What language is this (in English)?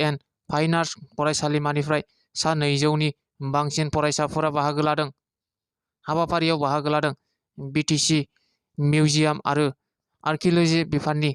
Bodo